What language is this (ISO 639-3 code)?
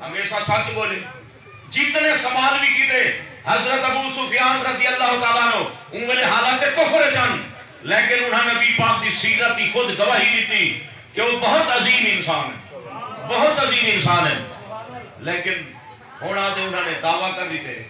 skr